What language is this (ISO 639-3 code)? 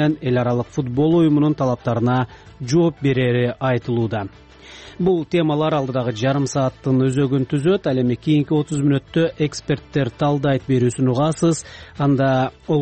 kir